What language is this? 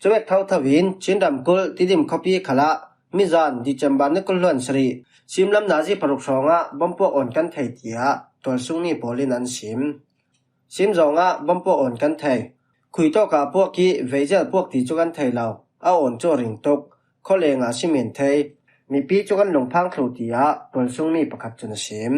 Falam Chin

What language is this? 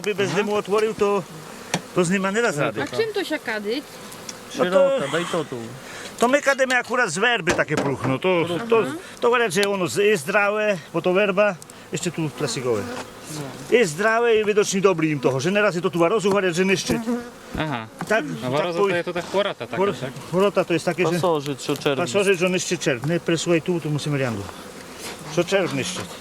Rusyn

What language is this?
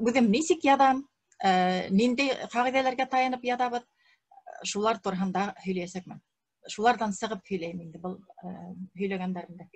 Bashkir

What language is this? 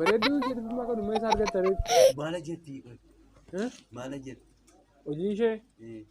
Oromo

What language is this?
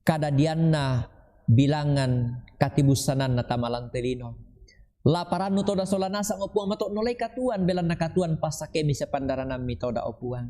Toraja-Sa'dan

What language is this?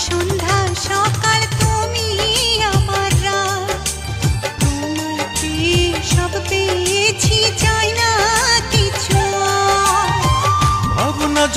Bangla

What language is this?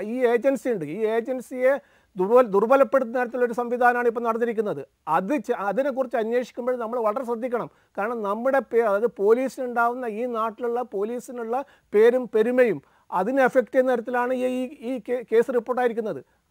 Malayalam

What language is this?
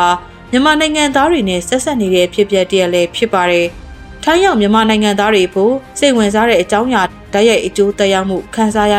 Burmese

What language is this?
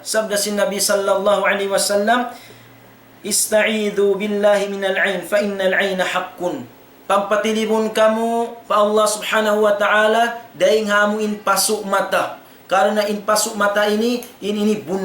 Tausug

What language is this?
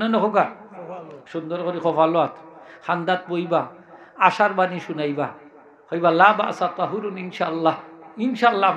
Sylheti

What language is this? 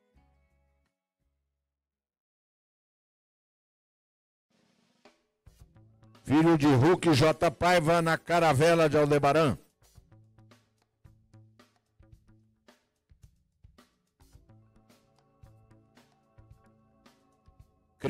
Portuguese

